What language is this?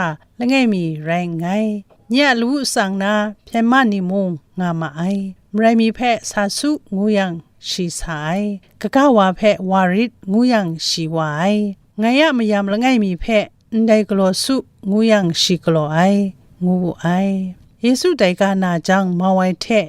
Kachin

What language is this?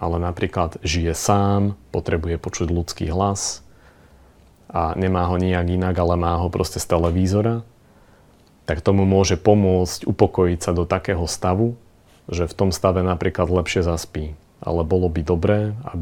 Slovak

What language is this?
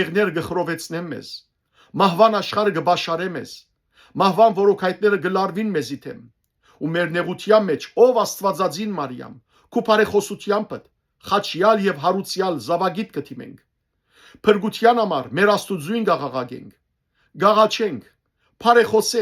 Western Armenian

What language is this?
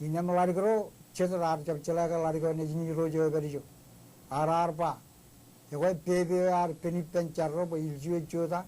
Marshallese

